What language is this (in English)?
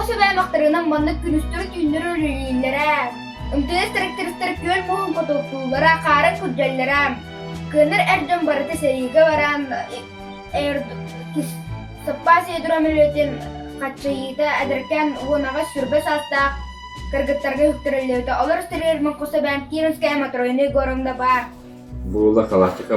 Yakut